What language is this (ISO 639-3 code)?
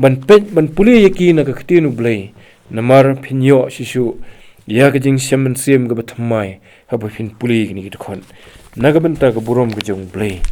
kha